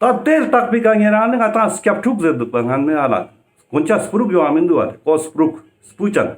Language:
Ladakhi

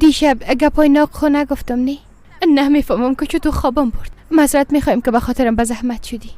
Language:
Persian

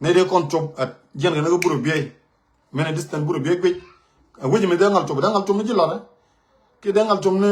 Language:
Nuer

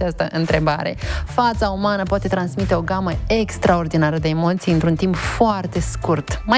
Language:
Romanian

